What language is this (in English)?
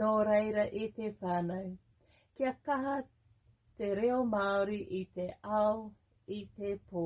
Māori